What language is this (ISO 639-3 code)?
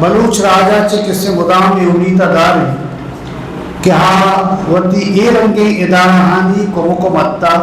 bgp